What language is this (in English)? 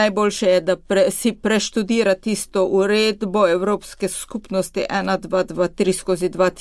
Slovenian